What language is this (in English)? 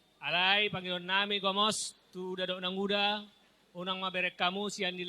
Batak Toba